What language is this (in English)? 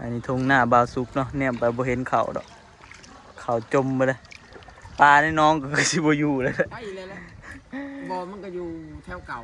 Northeastern Thai